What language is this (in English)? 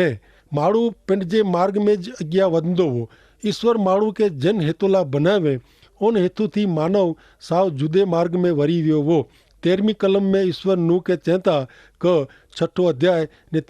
Kachhi